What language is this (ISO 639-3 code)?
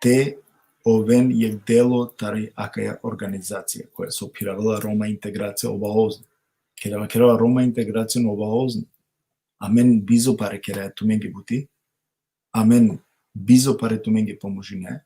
rmn